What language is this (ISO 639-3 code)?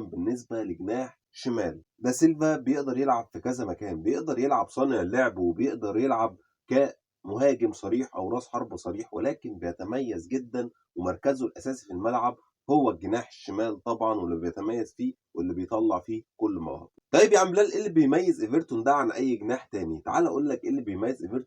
arz